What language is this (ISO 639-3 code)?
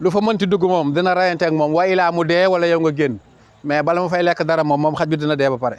wol